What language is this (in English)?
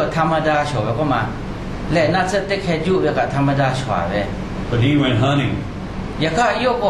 Lahu